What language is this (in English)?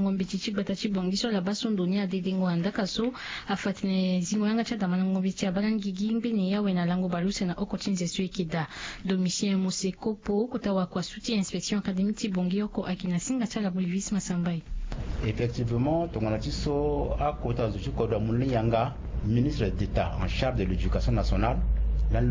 Sango